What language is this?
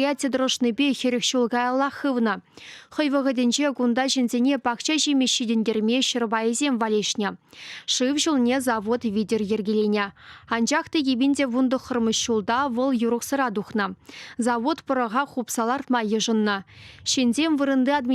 Chuvash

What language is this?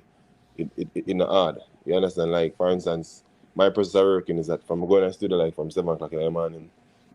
Jamaican Creole English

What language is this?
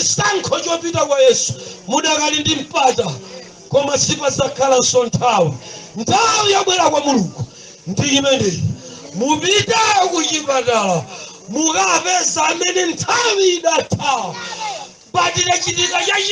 Nyanja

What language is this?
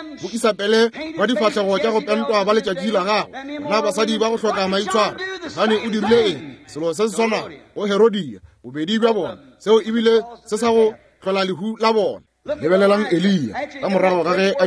Northern Sotho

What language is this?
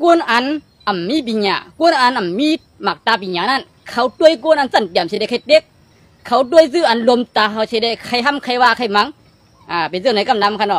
Shan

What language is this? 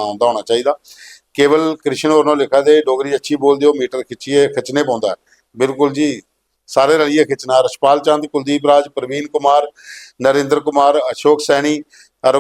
Dogri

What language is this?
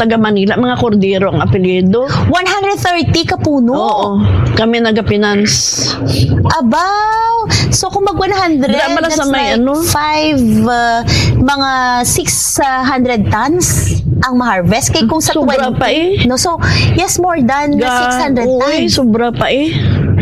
Hiligaynon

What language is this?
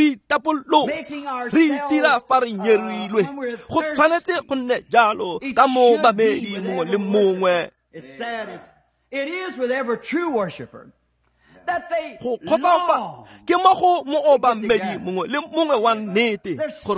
Tswana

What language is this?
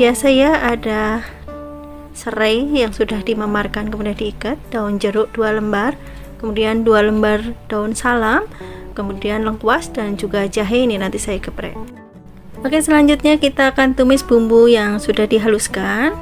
Indonesian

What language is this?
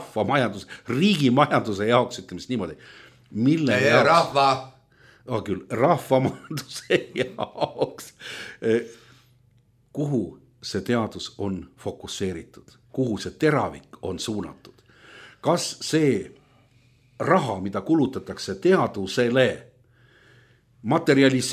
Estonian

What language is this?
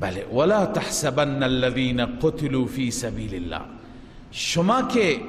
Persian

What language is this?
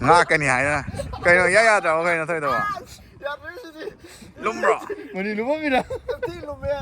Manipuri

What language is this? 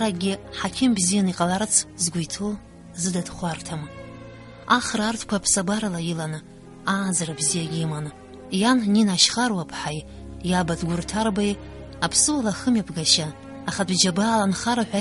Abkhazian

